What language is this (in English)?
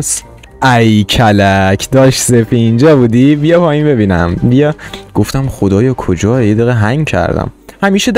Persian